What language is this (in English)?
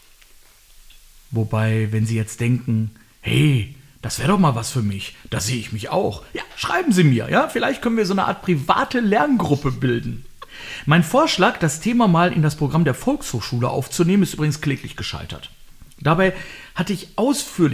German